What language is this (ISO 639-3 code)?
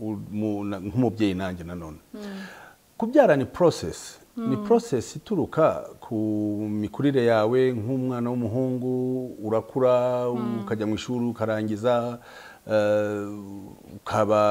kin